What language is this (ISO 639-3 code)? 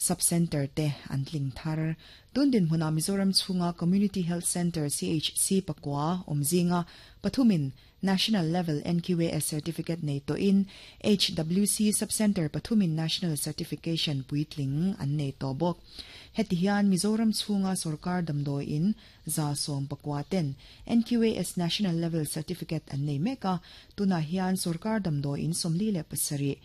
lus